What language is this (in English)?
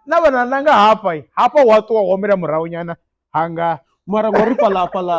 Venda